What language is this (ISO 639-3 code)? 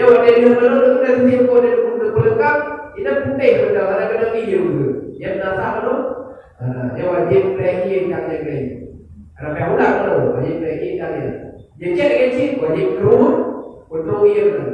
ace